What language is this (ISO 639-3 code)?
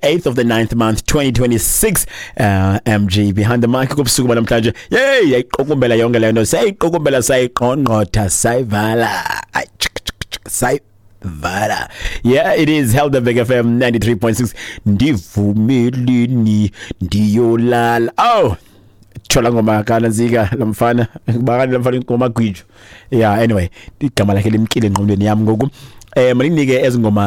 xho